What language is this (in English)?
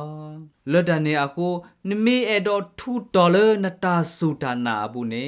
S'gaw Karen